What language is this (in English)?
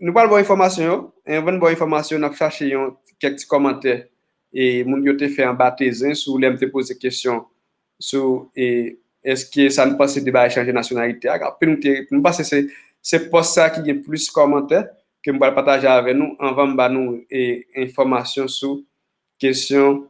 Haitian Creole